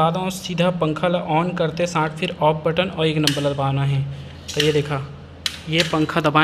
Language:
Chhattisgarhi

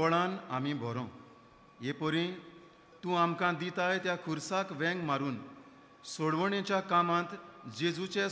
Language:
Konkani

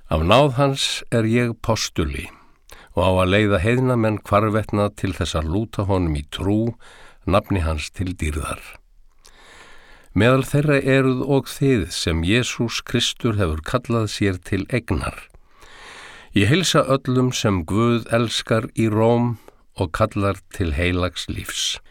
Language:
Icelandic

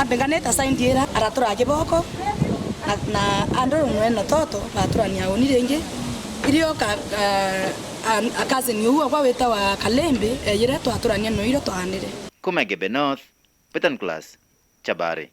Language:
Meru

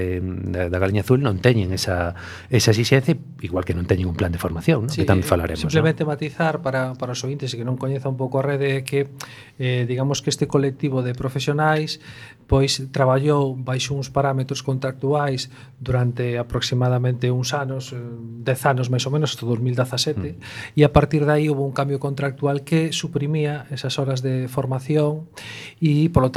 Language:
Galician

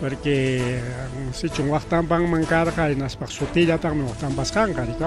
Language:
Ayacucho Quechua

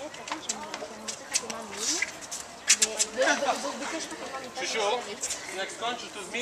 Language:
Hebrew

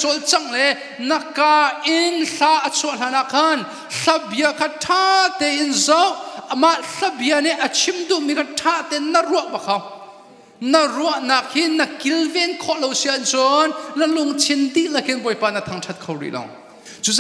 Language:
Hakha Chin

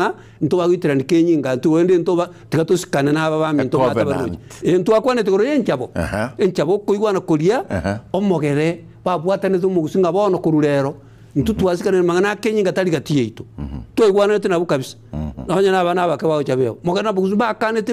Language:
Gusii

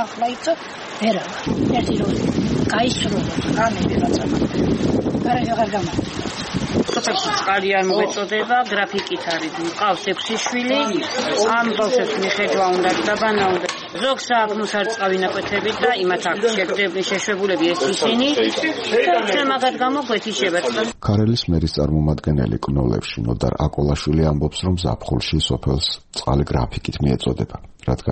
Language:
Georgian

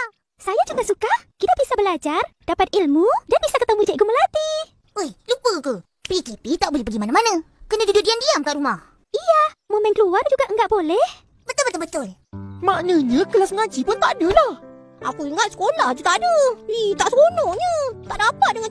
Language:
Malay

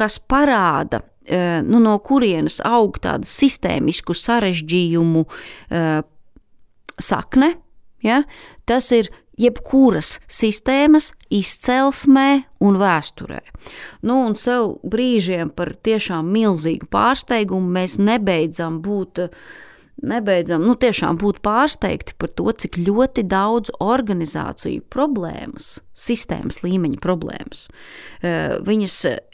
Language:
Latvian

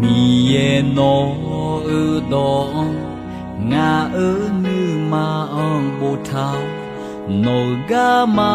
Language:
Akha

